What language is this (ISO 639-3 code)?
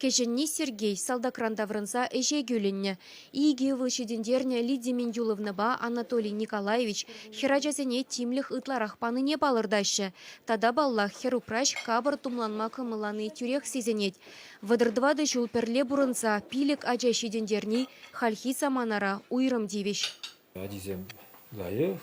chv